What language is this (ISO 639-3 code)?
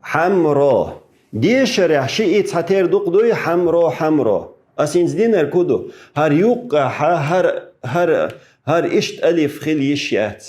che